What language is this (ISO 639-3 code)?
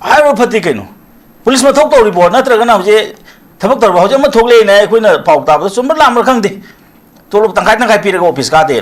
mni